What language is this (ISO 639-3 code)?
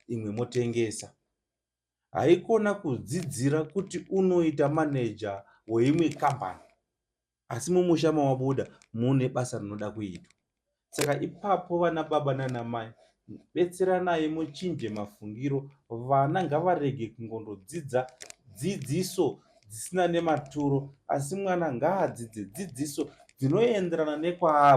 sna